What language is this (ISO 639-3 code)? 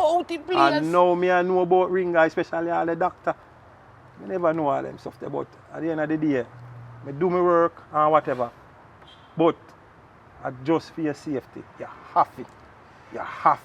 jam